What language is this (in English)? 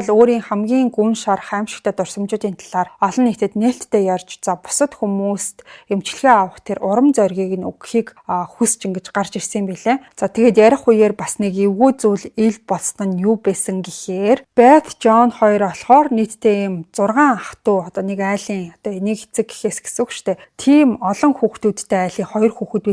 Mongolian